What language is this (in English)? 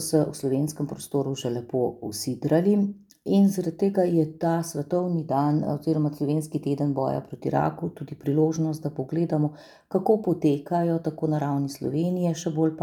Slovenian